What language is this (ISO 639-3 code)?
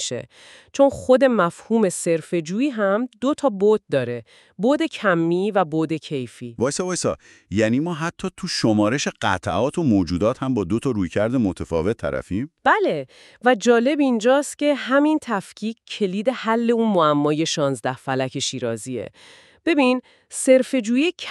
fas